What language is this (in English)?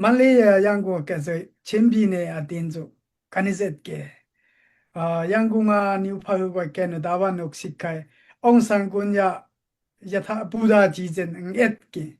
Daai Chin